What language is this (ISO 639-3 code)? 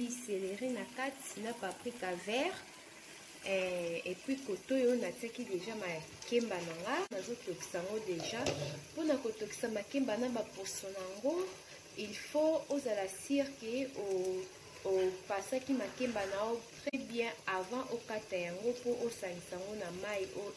lin